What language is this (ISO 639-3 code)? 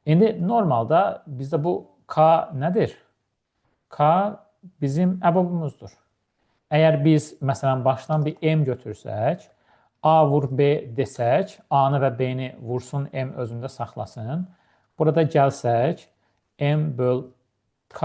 aze